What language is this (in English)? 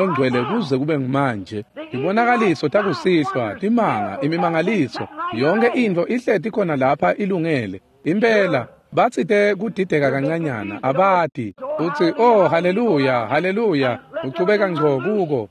Swati